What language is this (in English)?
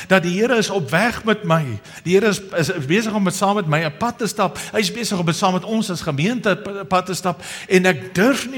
Afrikaans